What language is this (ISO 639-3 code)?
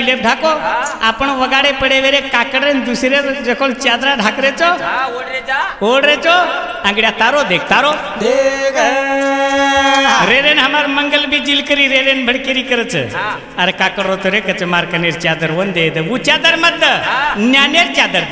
lmn